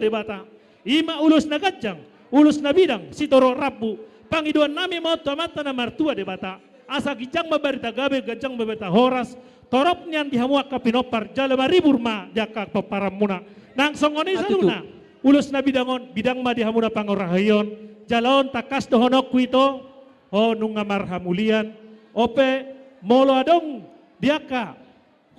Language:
Batak Toba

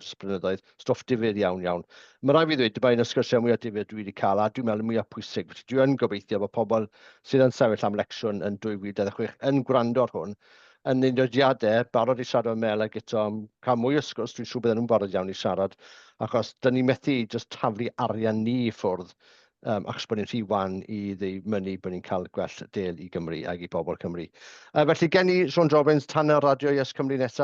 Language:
Welsh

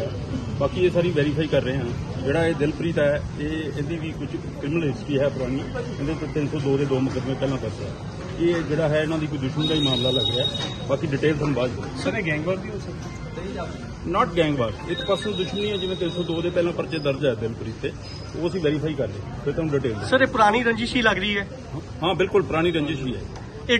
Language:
Punjabi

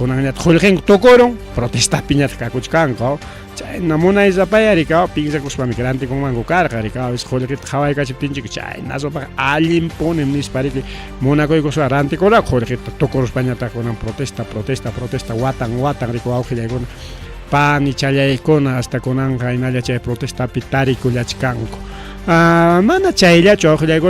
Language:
Ayacucho Quechua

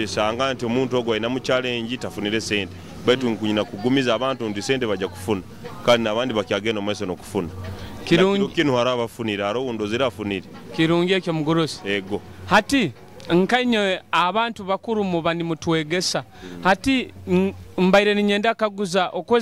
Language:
Nyoro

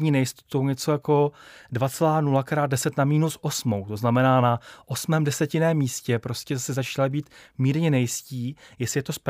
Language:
Czech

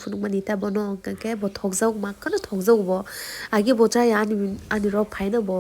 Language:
Kok Borok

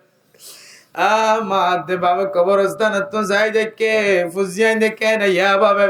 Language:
Rohingya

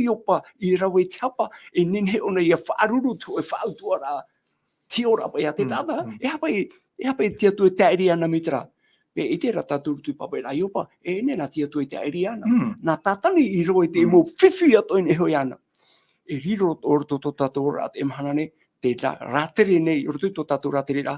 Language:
Tahitian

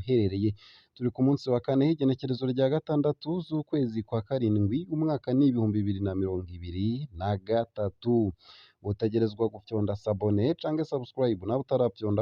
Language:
Rundi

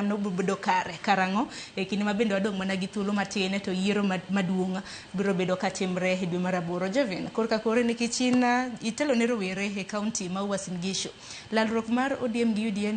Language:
Luo (Kenya and Tanzania)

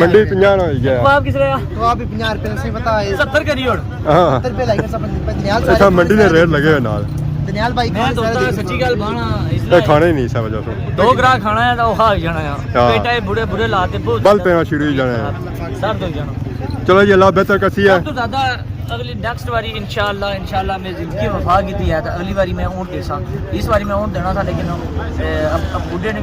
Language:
Pahari-Potwari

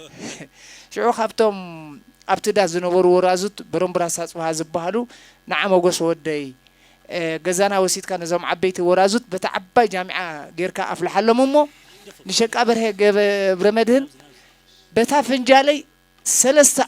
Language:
Tigrinya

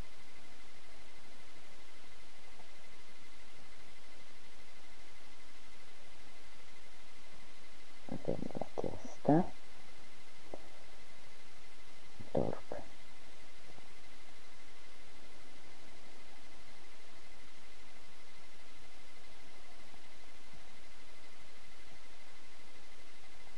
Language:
Romanian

